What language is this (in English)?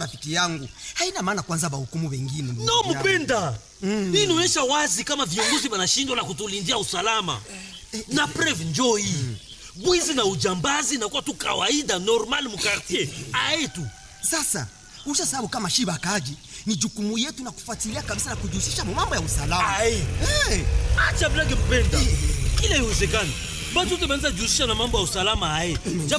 Swahili